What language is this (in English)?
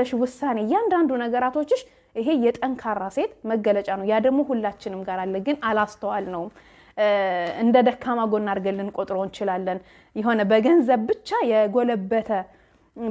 Amharic